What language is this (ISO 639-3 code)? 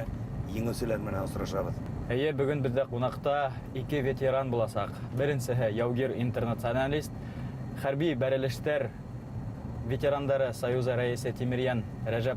bak